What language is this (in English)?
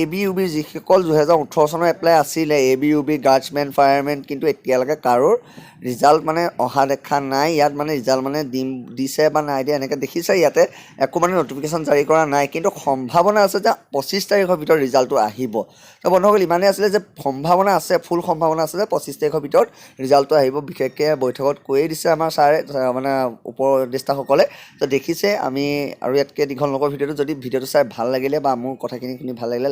Assamese